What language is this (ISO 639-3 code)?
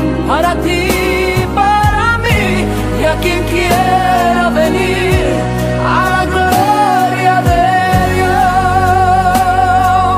spa